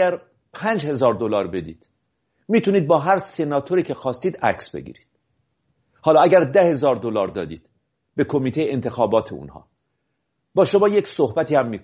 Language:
Persian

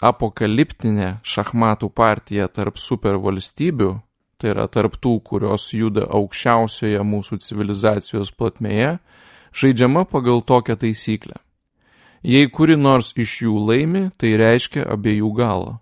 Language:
Lithuanian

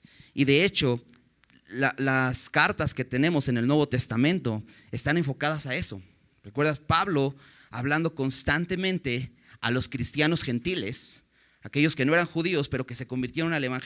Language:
Spanish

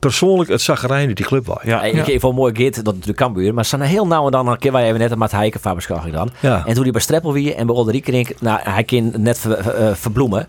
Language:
Western Frisian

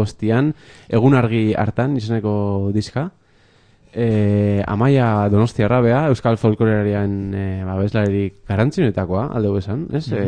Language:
Basque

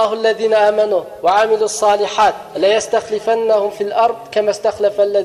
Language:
Uyghur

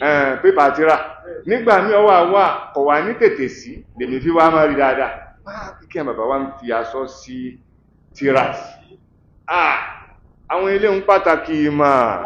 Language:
Yoruba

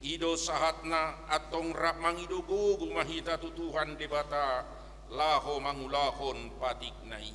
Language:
Batak Toba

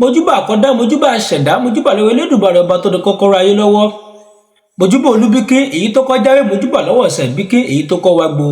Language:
Yoruba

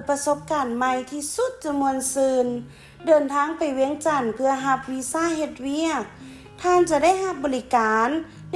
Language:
Lao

